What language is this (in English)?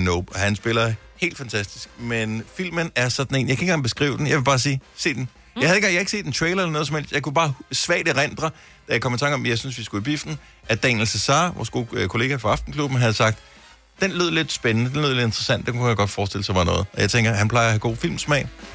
Danish